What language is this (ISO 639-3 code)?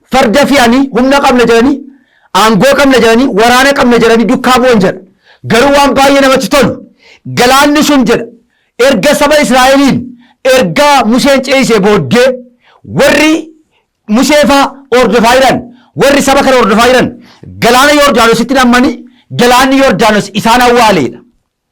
orm